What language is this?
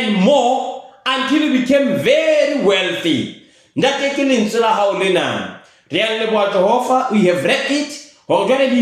Southern Sotho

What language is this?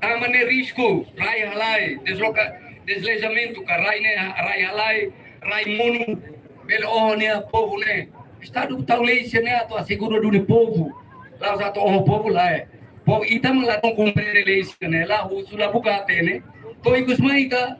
Tetum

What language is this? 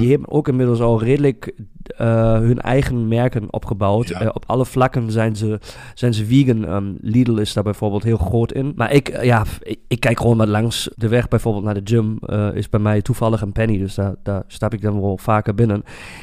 Dutch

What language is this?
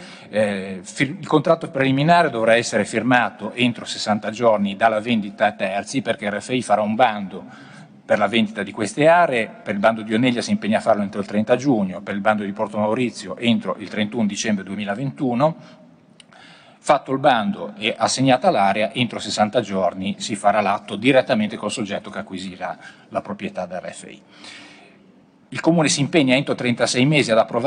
Italian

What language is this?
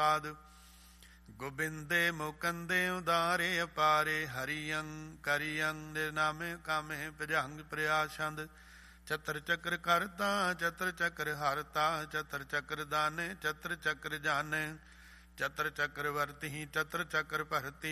Punjabi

